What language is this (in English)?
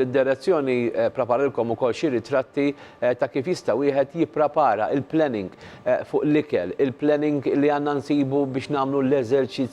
Maltese